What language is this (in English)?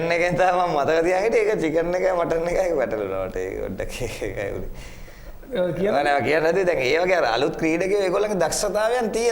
Sinhala